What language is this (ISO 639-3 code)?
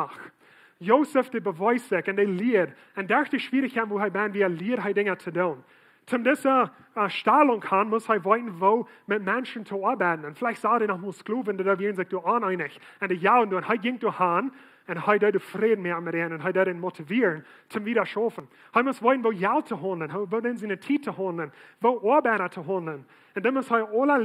pdt